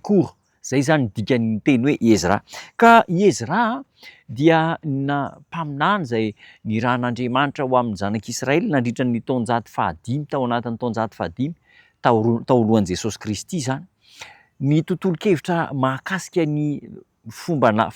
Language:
Malagasy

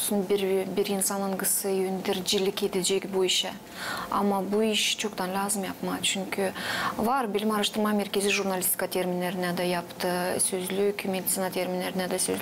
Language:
Gagauz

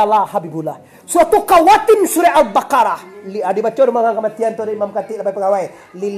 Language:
Minangkabau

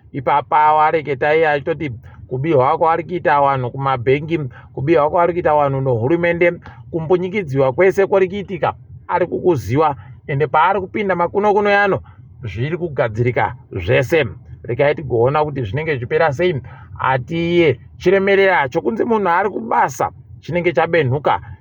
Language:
Ndau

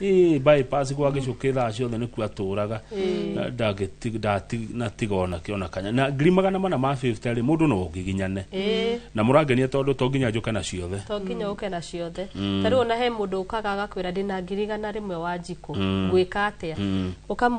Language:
Kikuyu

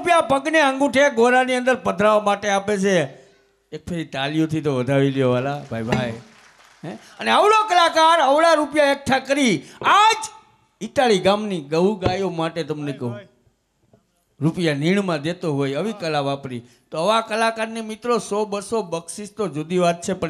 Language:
Gujarati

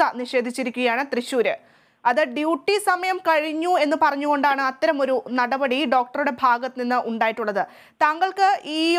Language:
Malayalam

